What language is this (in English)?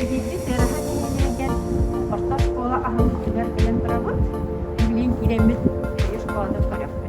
Yakut